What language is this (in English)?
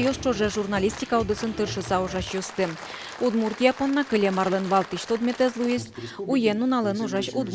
Udmurt